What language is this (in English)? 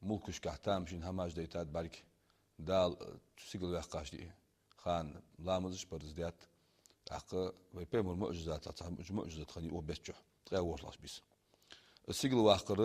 Ingush